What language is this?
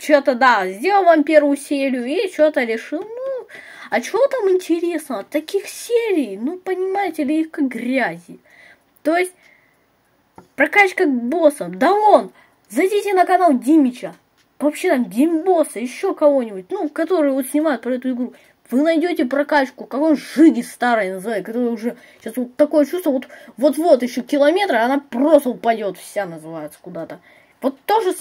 Russian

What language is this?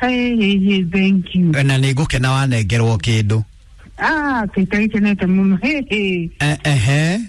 Kikuyu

